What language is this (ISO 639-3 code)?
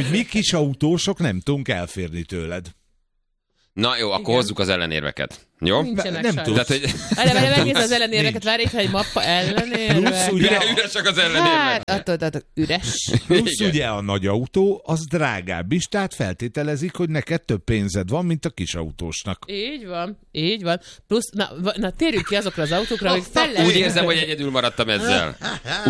hun